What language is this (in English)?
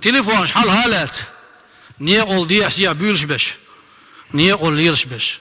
Chechen